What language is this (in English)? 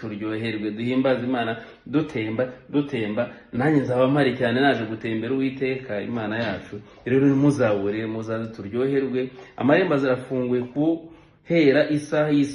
Kinyarwanda